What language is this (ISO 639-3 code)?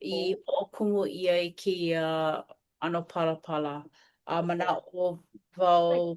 haw